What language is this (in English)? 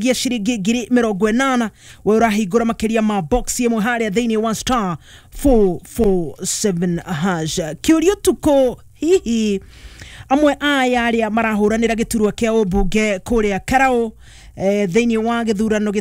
Kikuyu